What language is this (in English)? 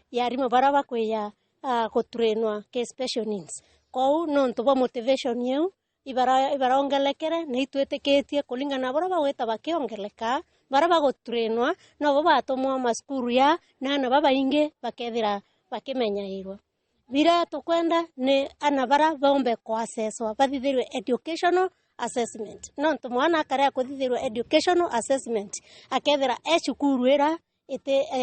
Meru